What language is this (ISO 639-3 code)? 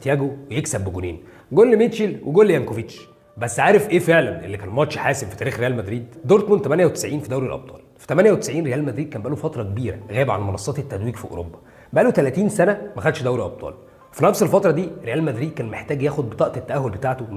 arz